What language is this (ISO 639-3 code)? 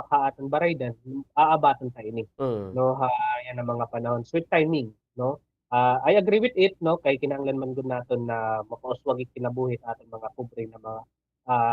war